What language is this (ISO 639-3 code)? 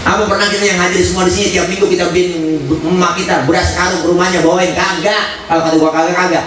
bew